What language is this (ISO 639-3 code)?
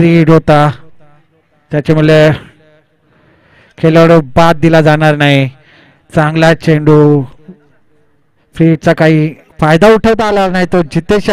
mar